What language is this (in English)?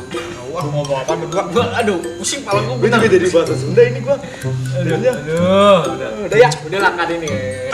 Betawi